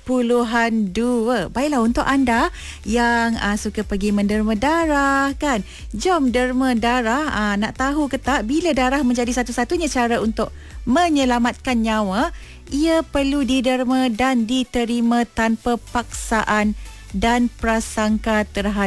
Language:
Malay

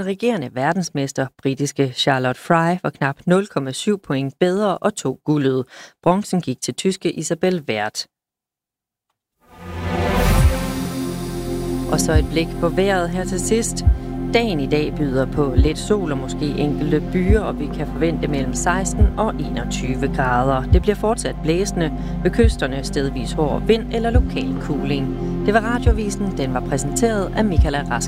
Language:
Danish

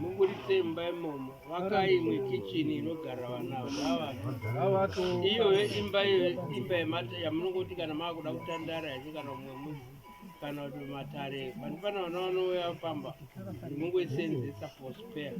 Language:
Shona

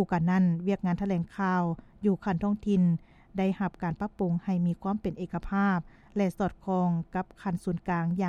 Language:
Lao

